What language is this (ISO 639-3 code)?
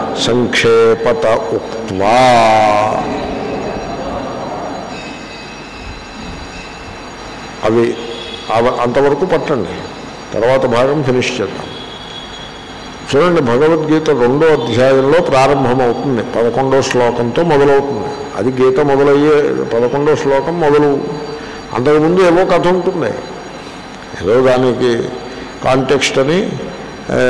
tel